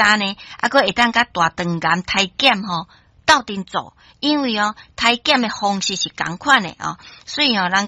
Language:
Min Nan Chinese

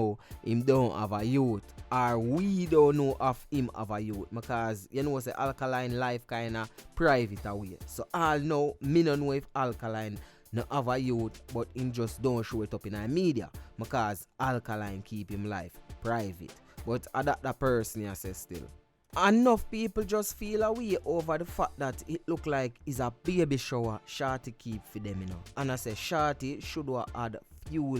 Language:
Jamaican Creole English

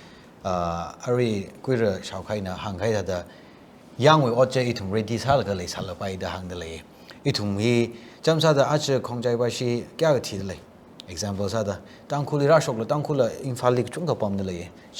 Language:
Tangkhul Naga (India)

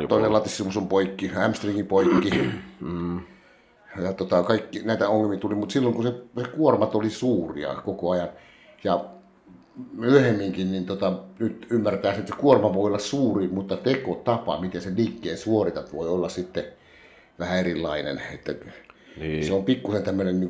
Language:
Finnish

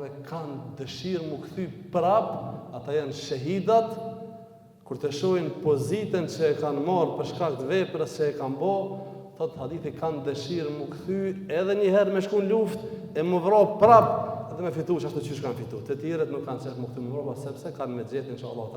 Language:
Albanian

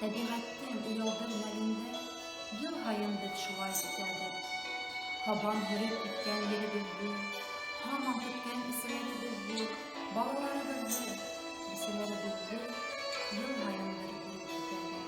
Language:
Bashkir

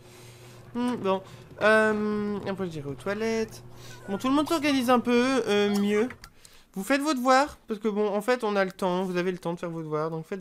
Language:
French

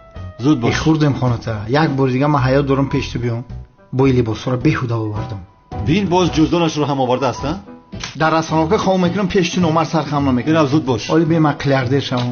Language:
Tajik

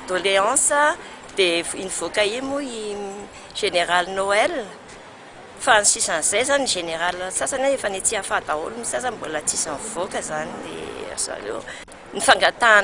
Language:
Malagasy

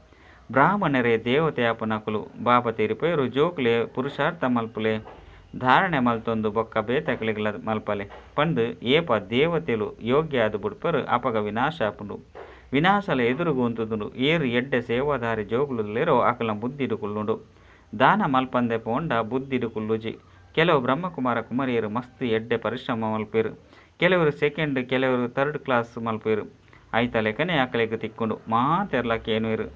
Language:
Tulu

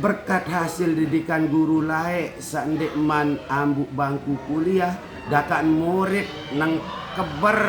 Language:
Sasak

